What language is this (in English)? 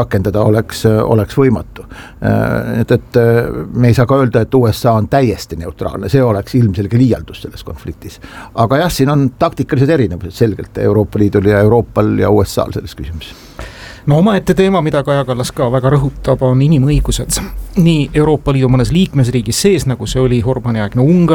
Estonian